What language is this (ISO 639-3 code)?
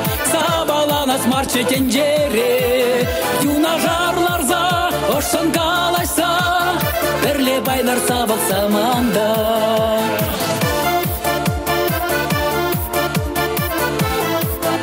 chv